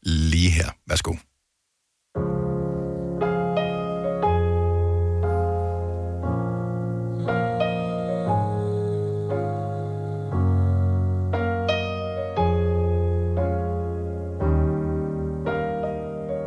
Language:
Danish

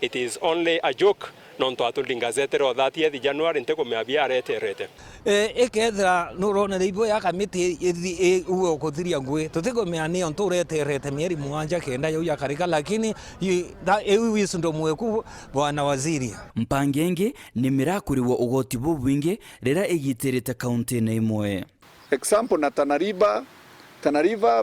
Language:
Meru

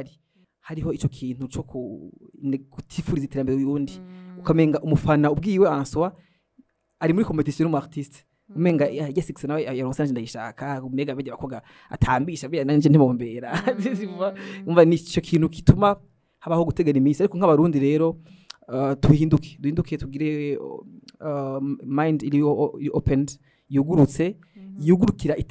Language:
Rundi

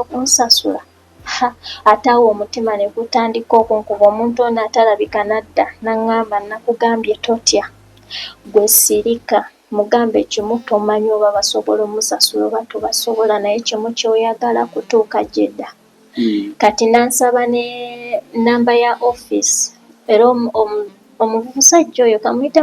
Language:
Ganda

